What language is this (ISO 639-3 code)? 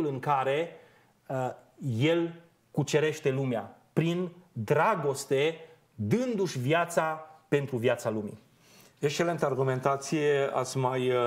ron